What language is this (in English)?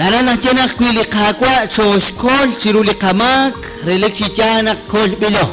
Kekchí